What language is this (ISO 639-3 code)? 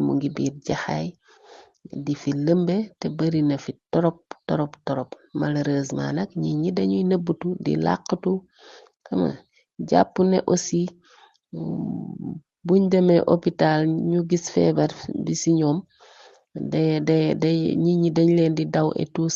wol